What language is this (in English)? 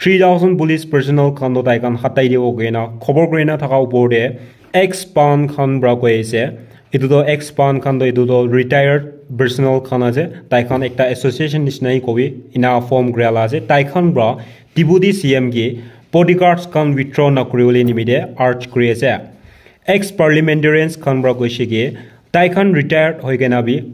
Naga Pidgin